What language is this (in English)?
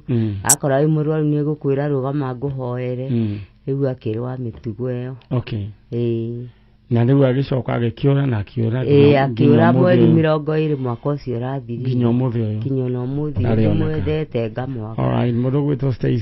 Kikuyu